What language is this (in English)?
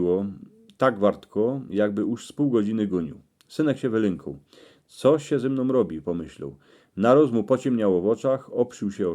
Silesian